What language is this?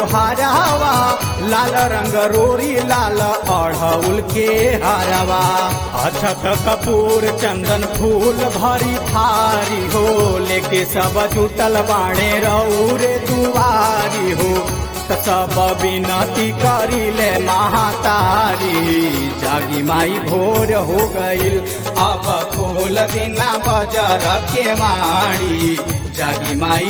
Bhojpuri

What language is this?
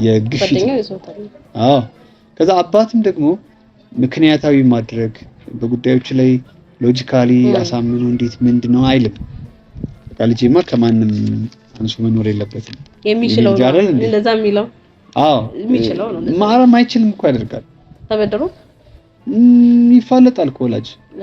Amharic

